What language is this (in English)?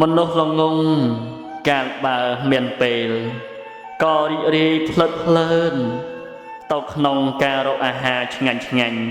Khmer